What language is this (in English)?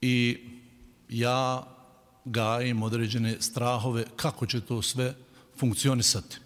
Bosnian